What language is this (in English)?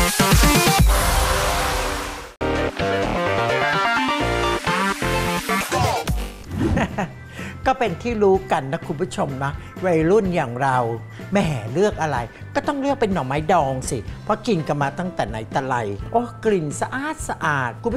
Thai